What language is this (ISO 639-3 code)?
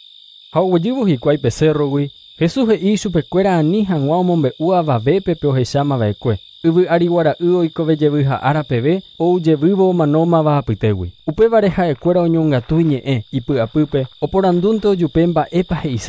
grn